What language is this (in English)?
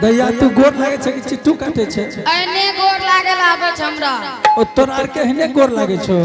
Angika